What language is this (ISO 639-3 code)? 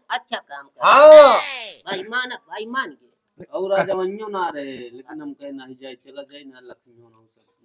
awa